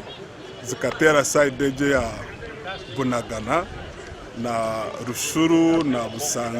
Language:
Nyankole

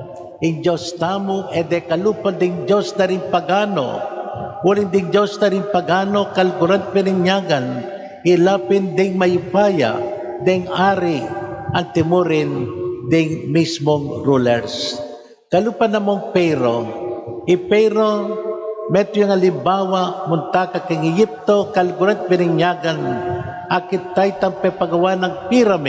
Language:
Pampanga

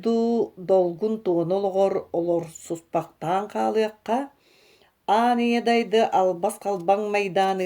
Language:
Yakut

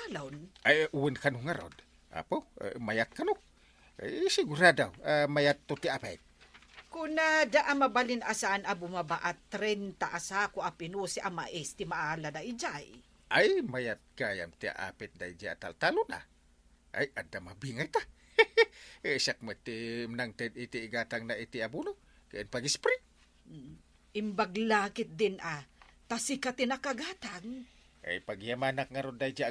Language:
Iloko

